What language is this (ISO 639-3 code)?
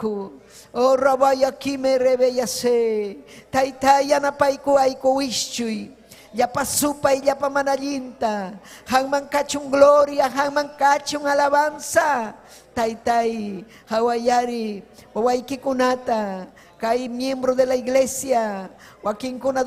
quy